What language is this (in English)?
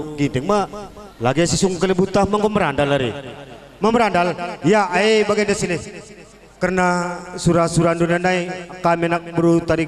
Batak Karo